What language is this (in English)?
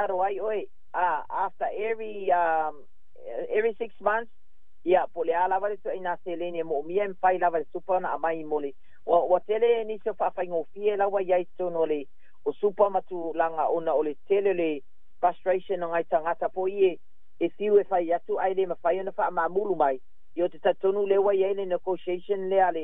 Samoan